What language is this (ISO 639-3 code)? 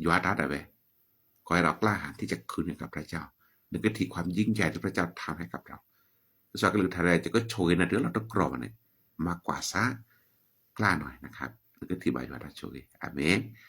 ksw